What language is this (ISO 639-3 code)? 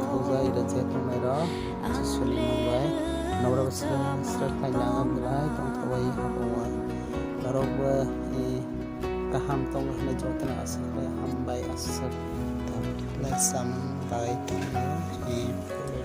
trp